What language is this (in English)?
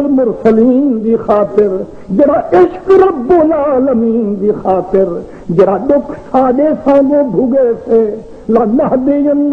Saraiki